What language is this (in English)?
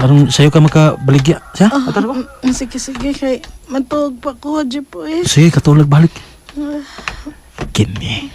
Cebuano